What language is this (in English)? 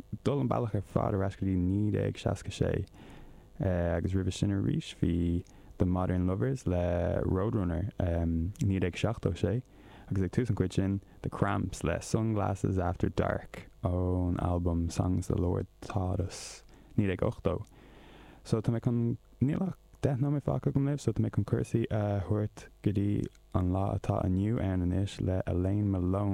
Irish